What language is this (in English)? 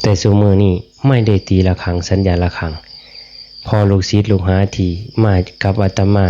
Northeastern Thai